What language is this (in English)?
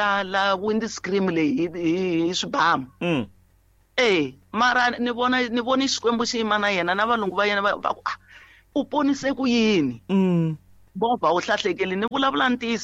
Tsonga